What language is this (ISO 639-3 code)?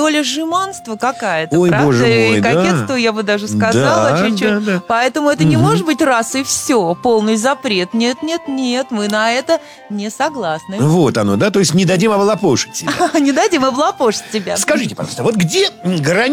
rus